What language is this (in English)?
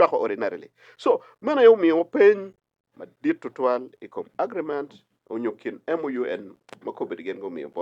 Acoli